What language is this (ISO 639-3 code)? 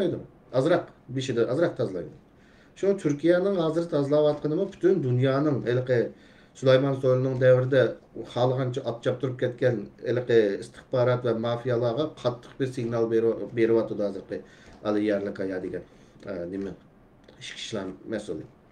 uig